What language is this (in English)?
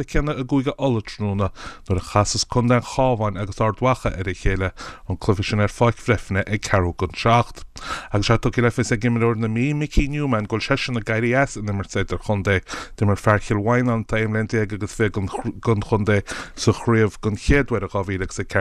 Irish